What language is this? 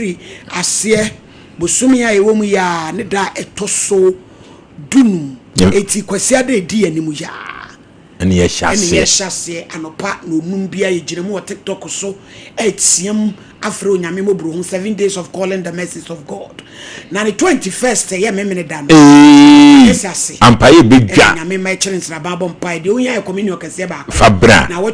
Akan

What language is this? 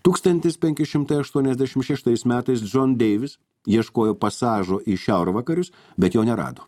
Lithuanian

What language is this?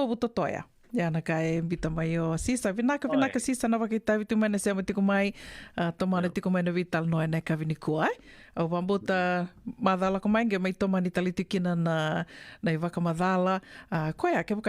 Fijian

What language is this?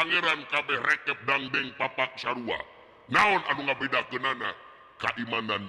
Sundanese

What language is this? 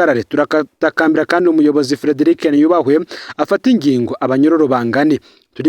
Rundi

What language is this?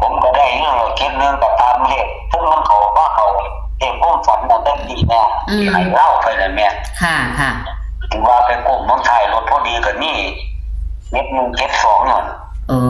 Northeastern Thai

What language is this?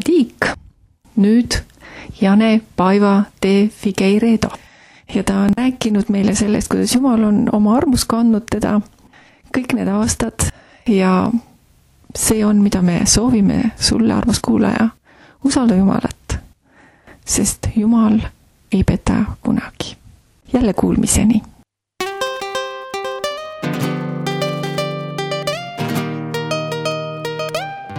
Estonian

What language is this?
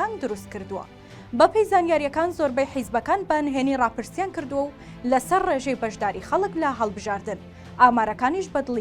Central Kurdish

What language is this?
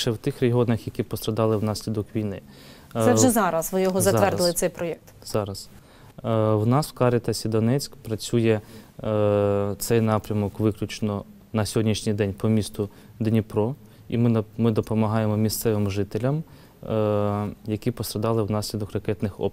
Ukrainian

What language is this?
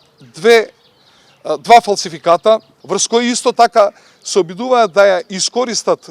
Macedonian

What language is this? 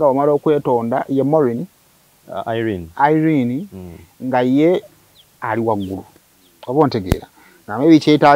Ganda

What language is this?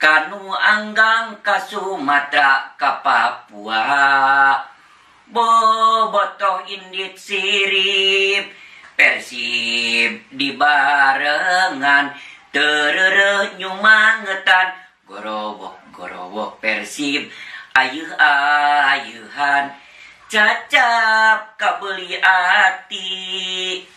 Sundanese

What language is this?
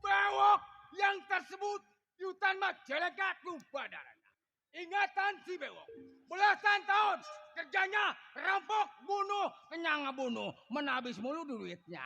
Betawi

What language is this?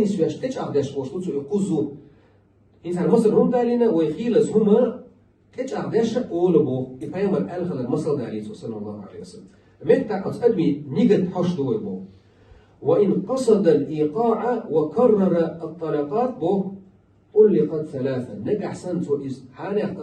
Chechen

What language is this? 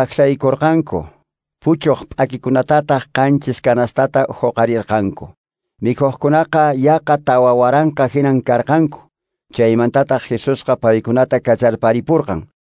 Quechua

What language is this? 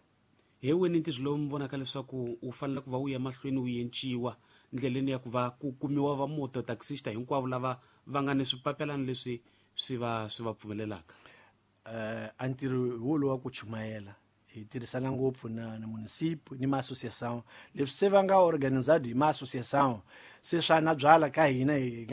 Tsonga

